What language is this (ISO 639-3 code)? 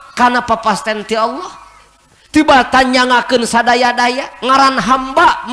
sun